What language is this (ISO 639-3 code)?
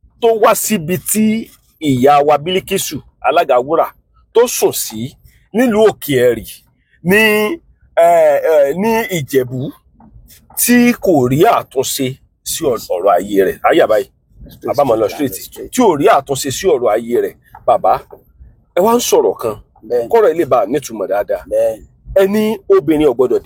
yor